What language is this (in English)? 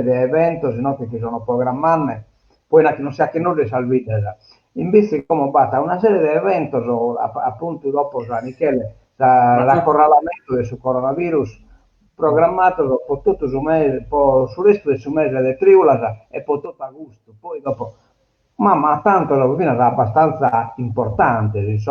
Sardinian